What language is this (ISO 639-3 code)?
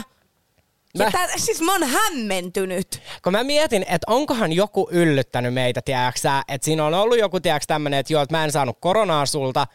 fin